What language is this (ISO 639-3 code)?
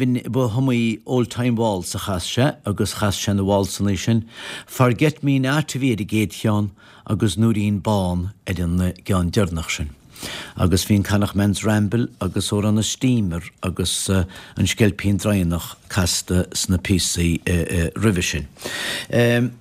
gle